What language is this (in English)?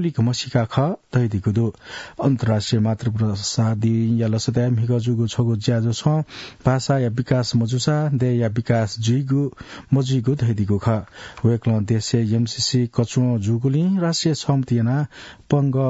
Newari